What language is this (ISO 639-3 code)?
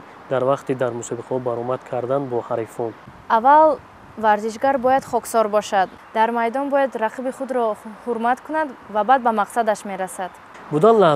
tgk